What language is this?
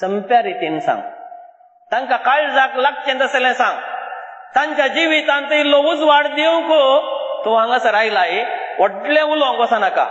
Konkani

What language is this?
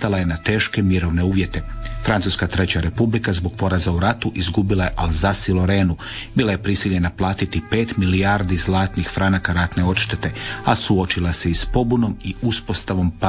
Croatian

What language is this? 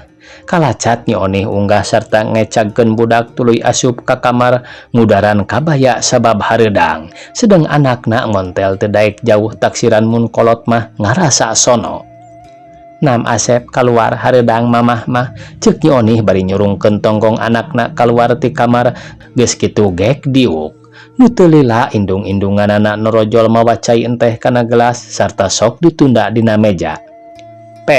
Sundanese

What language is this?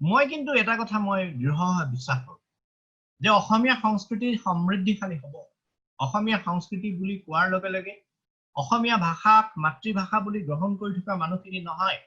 Assamese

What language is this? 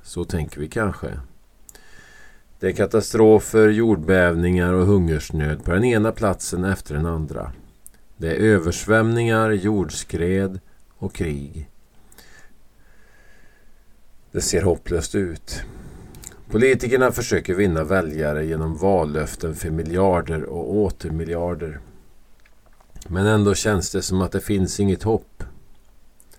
Swedish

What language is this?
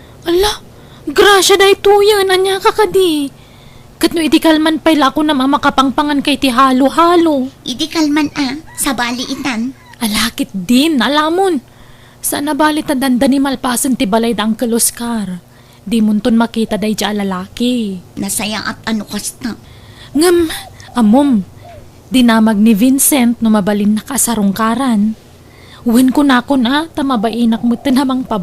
Iloko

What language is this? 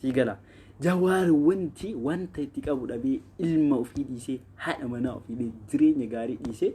Oromo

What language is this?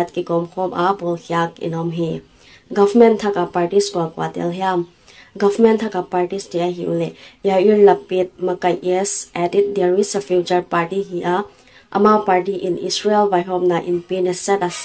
Paite Chin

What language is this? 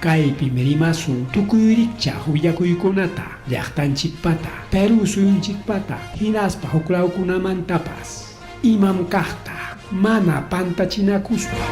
Ayacucho Quechua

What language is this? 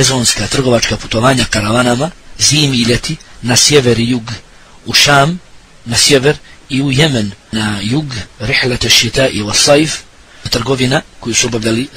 Bosnian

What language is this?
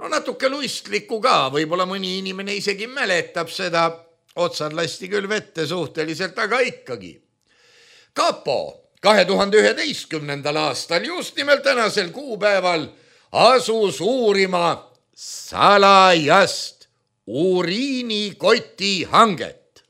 Estonian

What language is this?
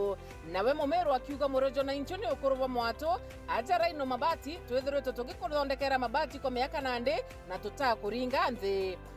Meru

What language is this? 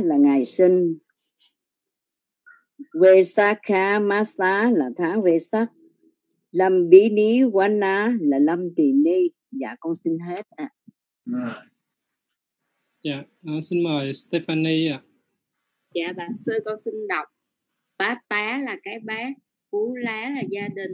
Vietnamese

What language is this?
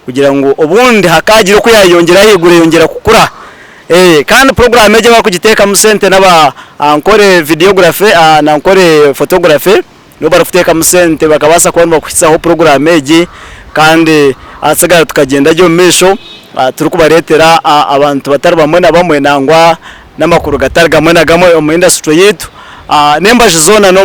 Nyankole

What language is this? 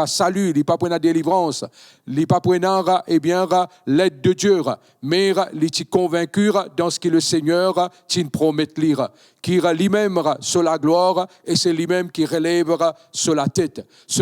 Morisyen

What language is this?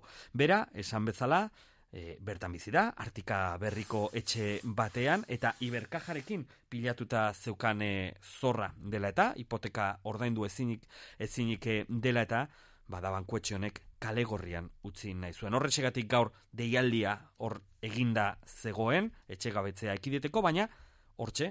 Basque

